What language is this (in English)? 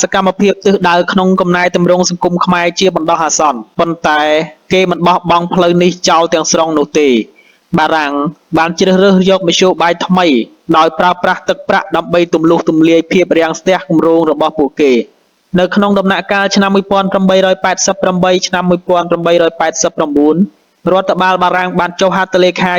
Khmer